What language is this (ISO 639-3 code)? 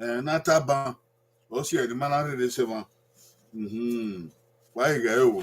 bin